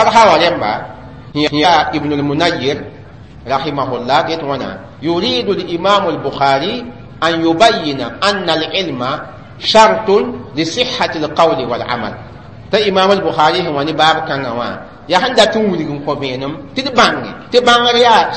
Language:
Mossi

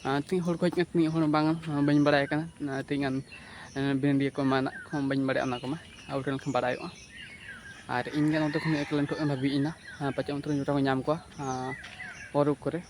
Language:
Santali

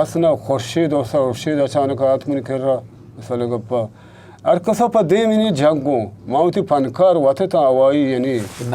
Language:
Eastern Balochi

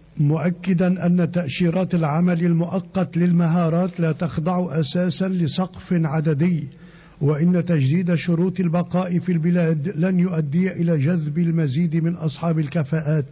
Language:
Arabic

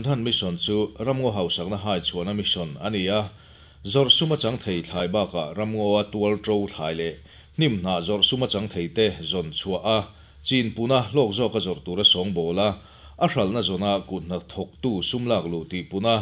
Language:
Mizo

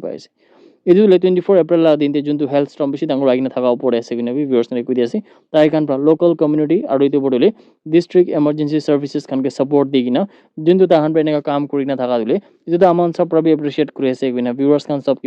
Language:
Naga Pidgin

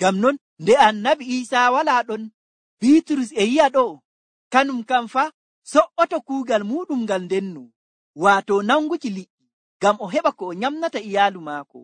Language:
Nigerian Fulfulde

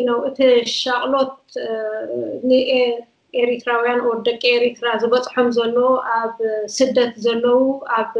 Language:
Tigrinya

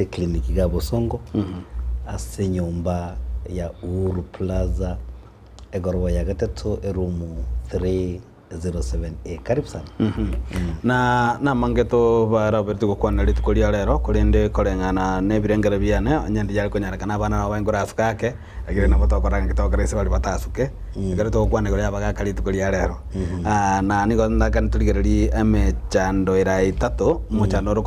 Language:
Gusii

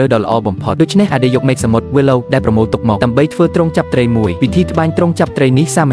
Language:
Khmer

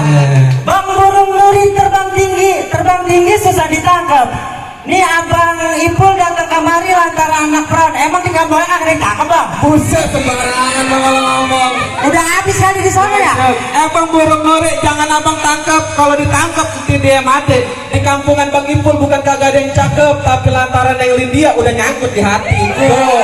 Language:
Betawi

